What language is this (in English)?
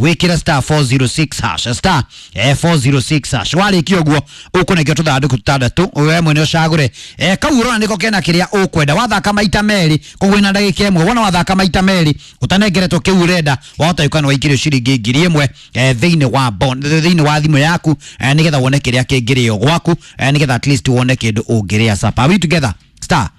Kikuyu